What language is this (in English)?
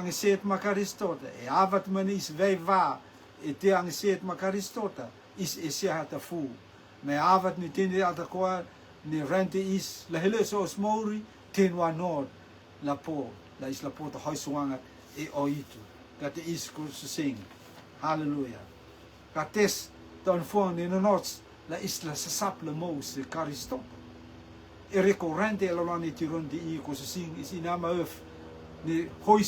Rotuman